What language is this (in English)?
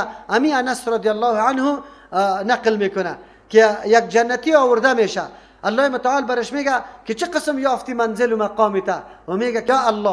Persian